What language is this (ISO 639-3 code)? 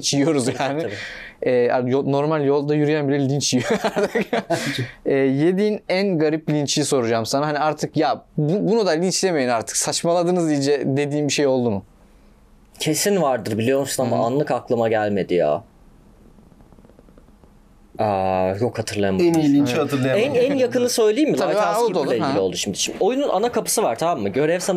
tur